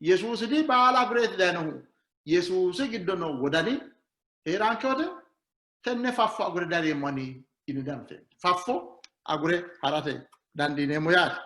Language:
Sidamo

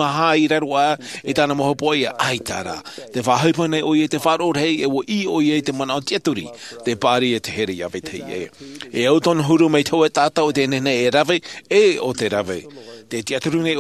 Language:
Tahitian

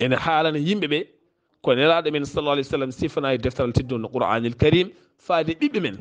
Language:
Fula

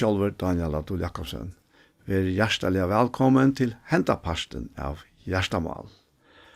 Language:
Faroese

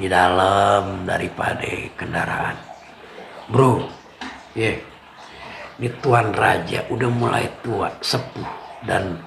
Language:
Betawi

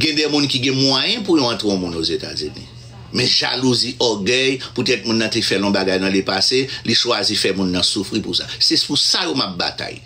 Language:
Haitian Creole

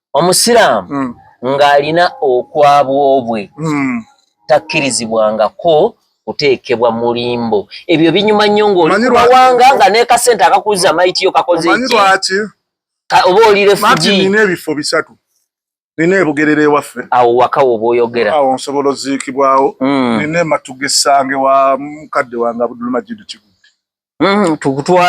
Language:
Ganda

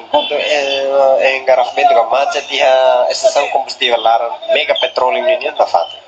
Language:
Tetum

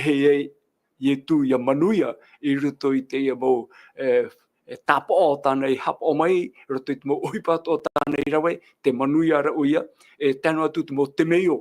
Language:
Tahitian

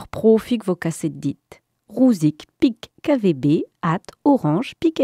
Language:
Breton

